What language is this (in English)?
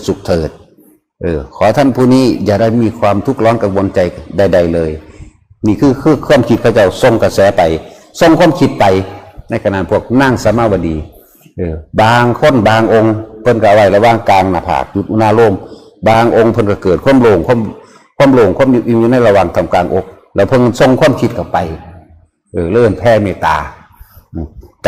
Northeastern Thai